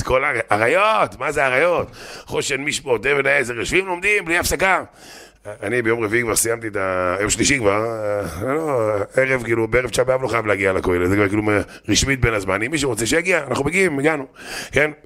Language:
Hebrew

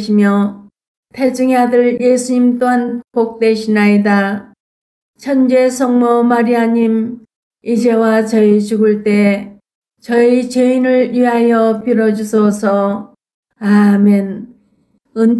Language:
Korean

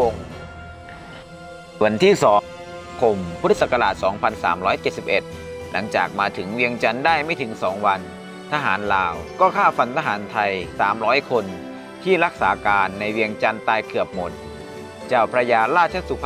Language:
Thai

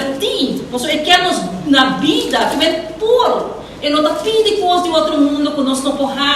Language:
Papiamento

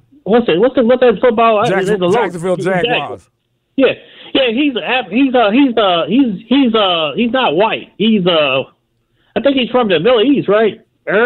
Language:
English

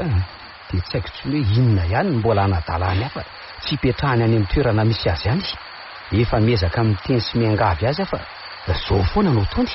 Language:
Malagasy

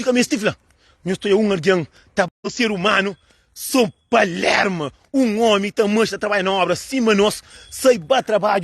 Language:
Kabuverdianu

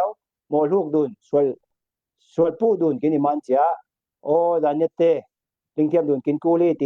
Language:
Falam Chin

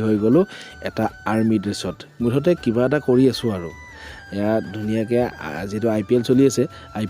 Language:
Assamese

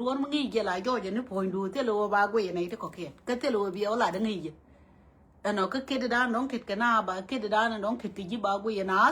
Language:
Nuer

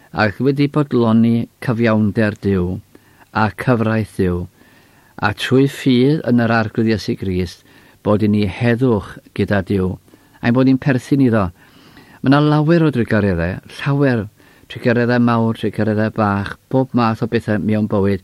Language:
Welsh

